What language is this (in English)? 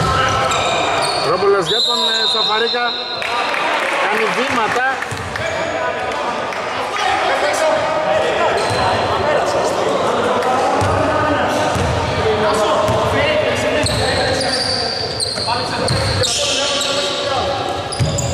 Greek